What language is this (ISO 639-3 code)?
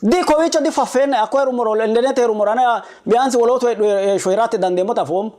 sid